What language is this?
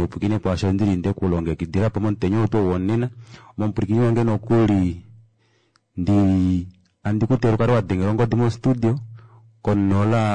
Kuanyama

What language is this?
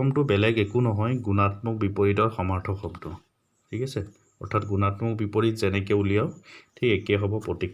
Assamese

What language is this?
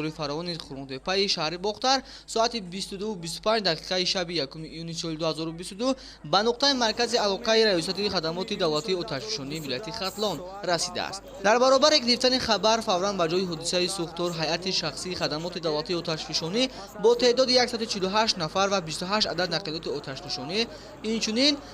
Tajik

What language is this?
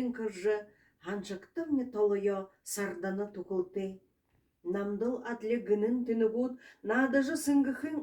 Buriat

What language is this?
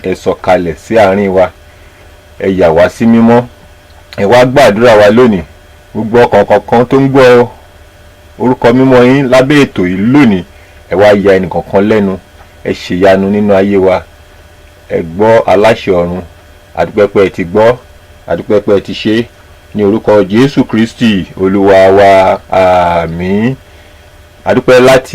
Yoruba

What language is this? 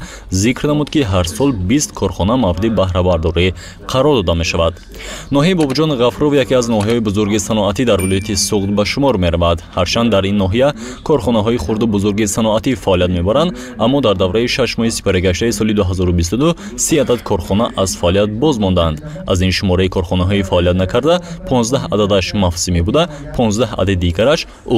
Tajik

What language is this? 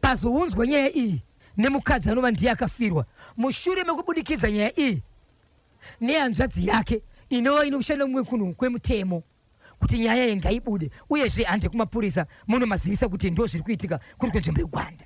Shona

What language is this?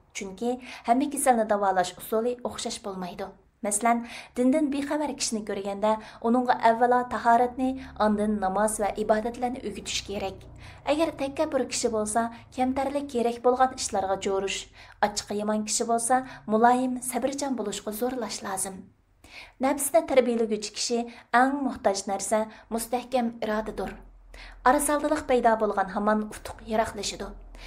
Uyghur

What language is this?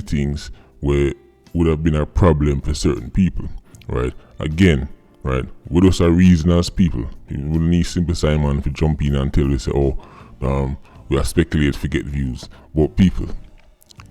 Jamaican Creole English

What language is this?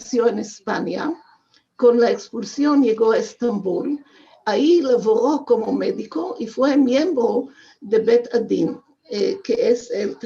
Ladino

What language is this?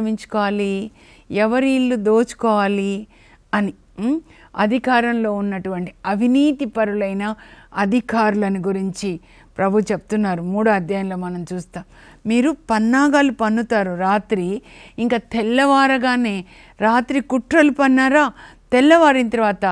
Telugu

